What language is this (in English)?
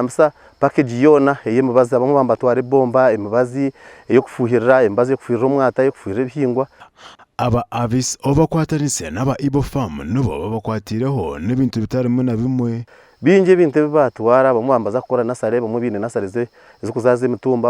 Nyankole